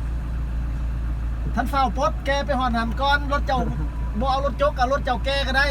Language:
Lao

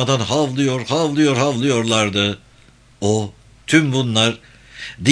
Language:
Turkish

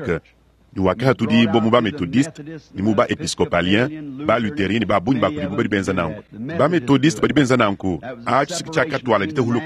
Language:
Luba-Lulua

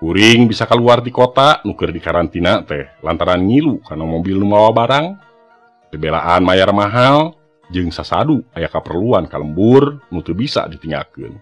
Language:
Sundanese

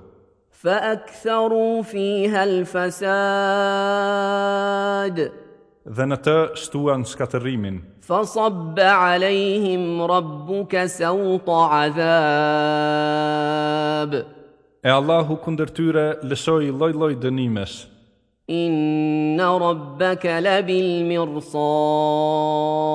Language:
Albanian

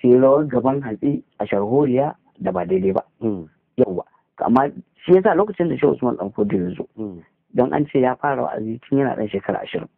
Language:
Hausa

